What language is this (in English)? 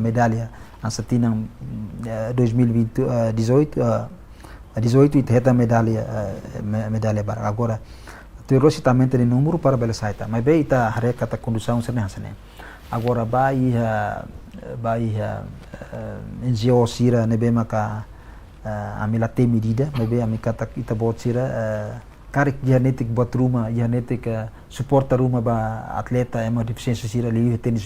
Tetum